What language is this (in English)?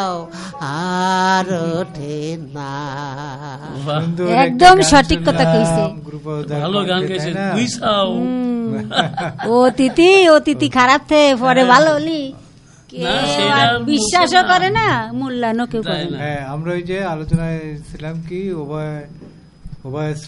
Bangla